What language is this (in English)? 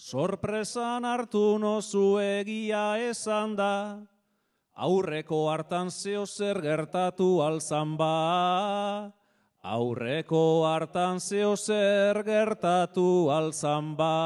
Basque